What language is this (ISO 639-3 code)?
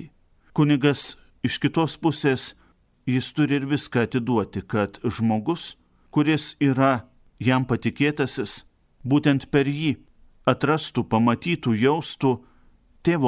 lit